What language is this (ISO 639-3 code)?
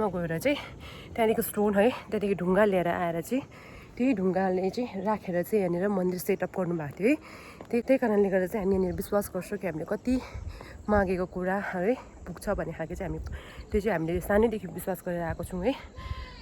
nep